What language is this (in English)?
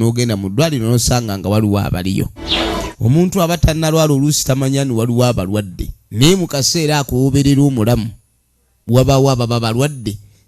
Ganda